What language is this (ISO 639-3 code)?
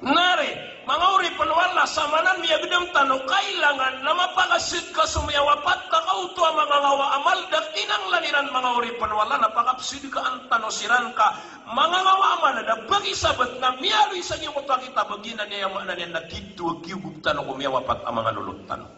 mrw